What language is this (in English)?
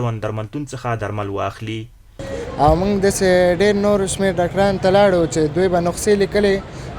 Pashto